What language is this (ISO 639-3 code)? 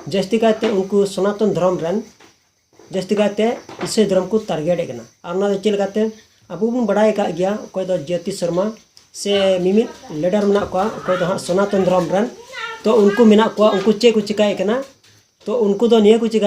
sat